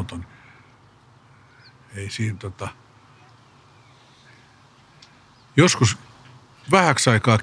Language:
Finnish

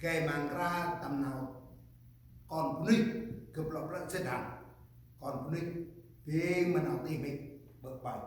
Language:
Central Mnong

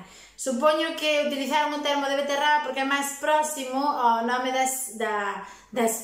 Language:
Galician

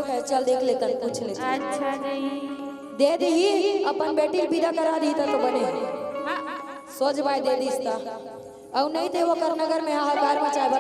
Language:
Chhattisgarhi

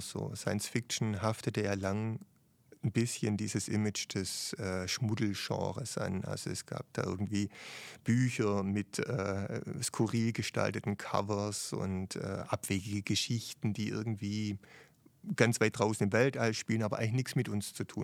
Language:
German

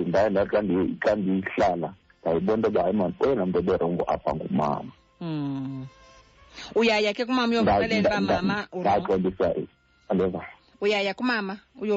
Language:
Xhosa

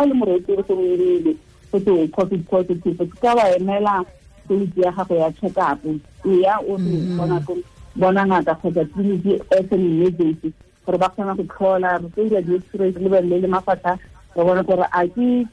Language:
Tswana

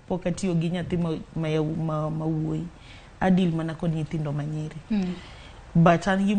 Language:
Luo (Kenya and Tanzania)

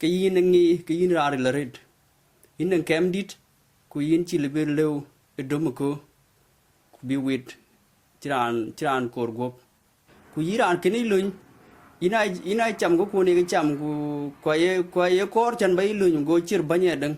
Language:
Dinka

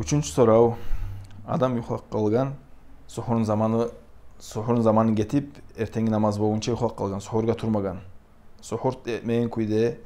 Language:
Kumyk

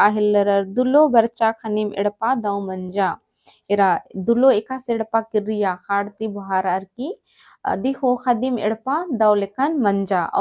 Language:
Kurukh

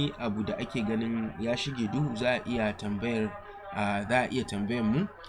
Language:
Hausa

